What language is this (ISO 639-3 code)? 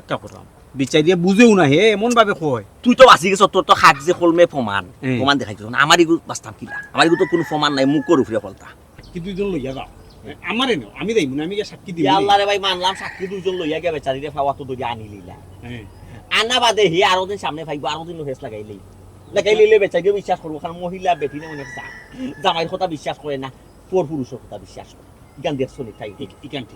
syl